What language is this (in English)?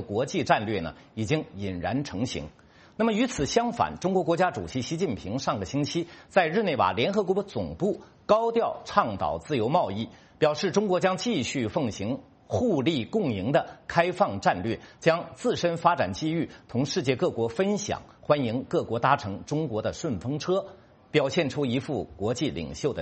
Chinese